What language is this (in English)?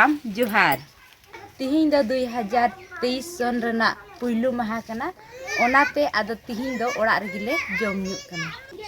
Santali